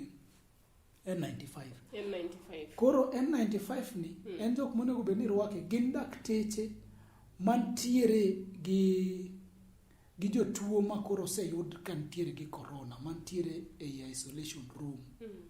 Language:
Luo (Kenya and Tanzania)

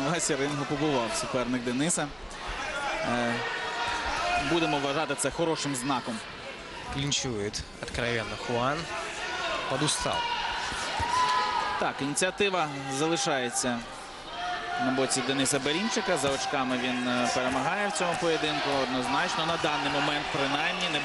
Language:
Ukrainian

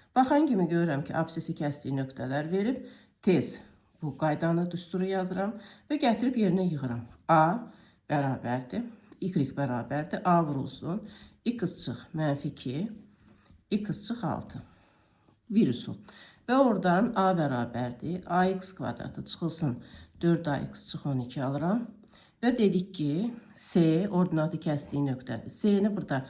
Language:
Azerbaijani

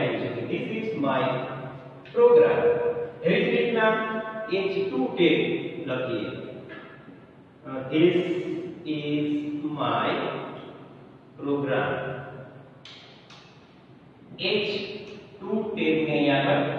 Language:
Gujarati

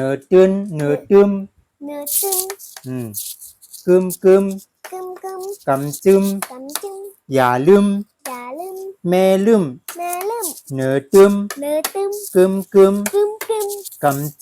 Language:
Shan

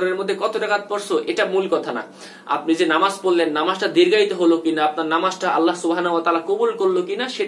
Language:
Bangla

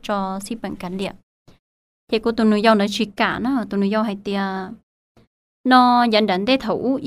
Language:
Hmong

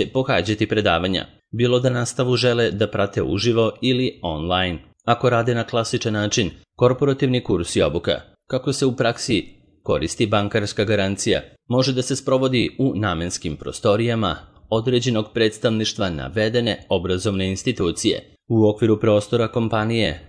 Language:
Serbian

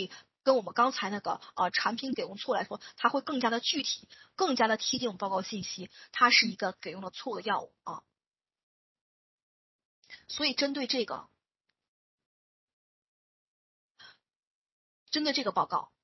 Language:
Chinese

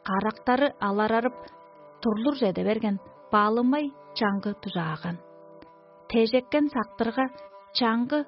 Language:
Tuvinian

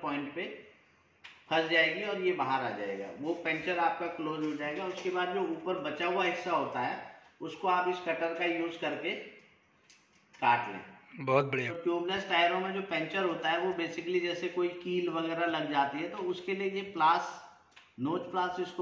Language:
Hindi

